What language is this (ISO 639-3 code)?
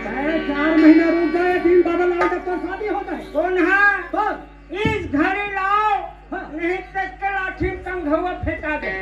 hne